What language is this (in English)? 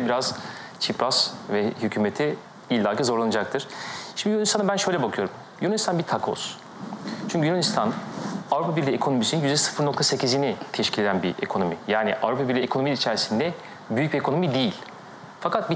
Turkish